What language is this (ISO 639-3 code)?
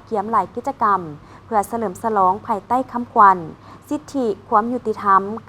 lao